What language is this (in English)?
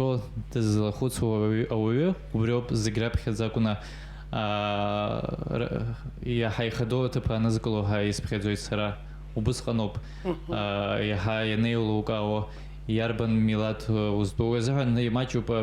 Abkhazian